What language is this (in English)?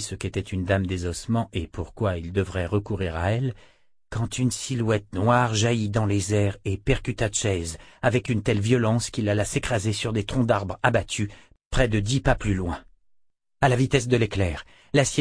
French